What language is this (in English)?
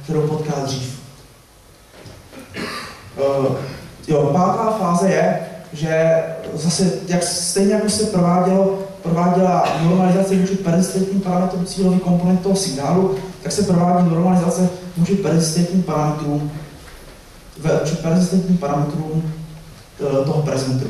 Czech